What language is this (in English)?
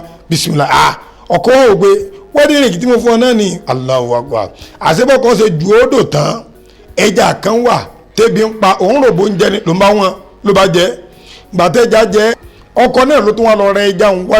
Yoruba